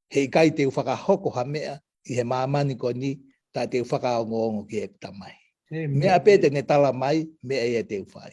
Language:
Tongan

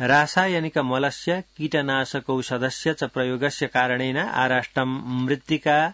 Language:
Sanskrit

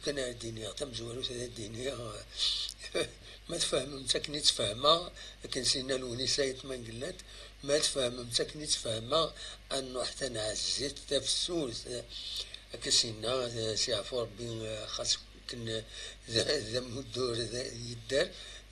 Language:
Kabyle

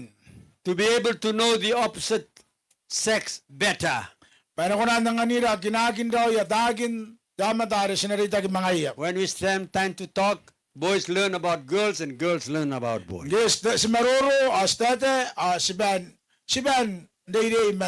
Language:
Gilbertese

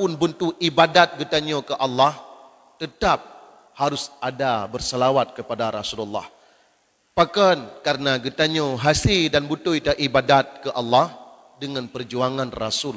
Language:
Achinese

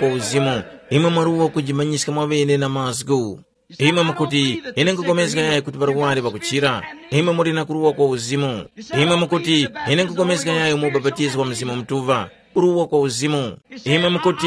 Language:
Tumbuka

